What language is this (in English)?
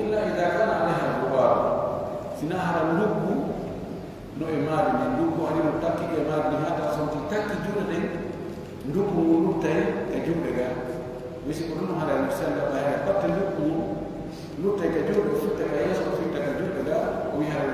Pular